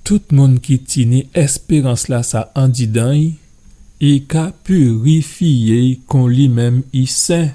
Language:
Guadeloupean Creole French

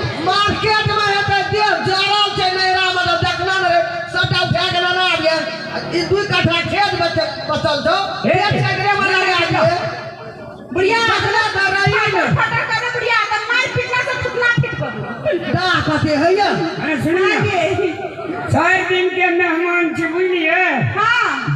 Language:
Maithili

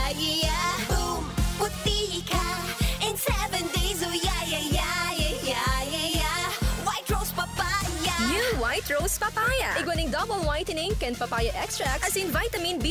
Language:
Bikol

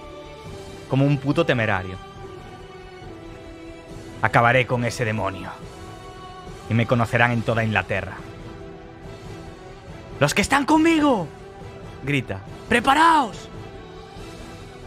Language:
Spanish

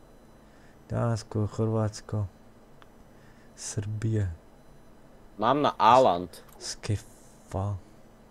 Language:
Slovak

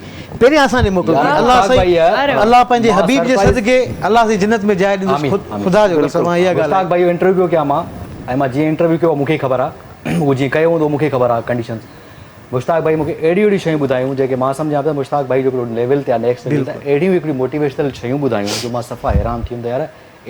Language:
Sindhi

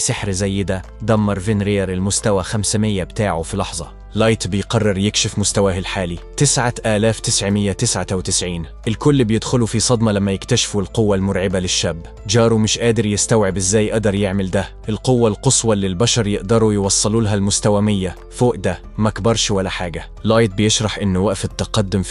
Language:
Egyptian Arabic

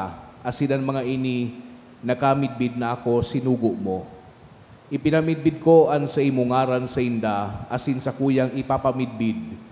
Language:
Bikol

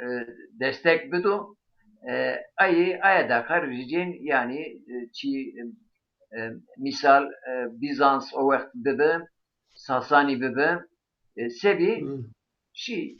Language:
Zaza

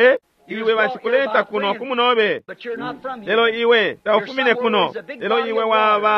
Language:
Bemba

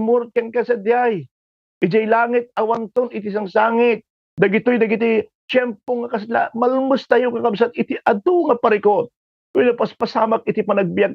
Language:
Iloko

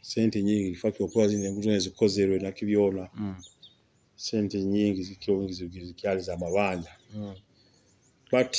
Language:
Nyoro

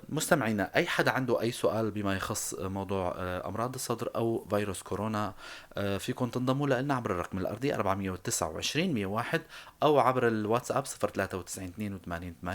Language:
North Levantine Arabic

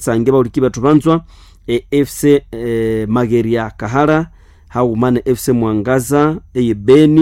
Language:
Nande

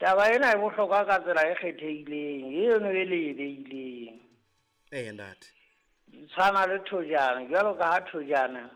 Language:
Southern Sotho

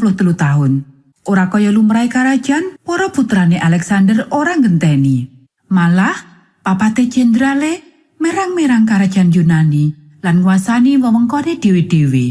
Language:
Javanese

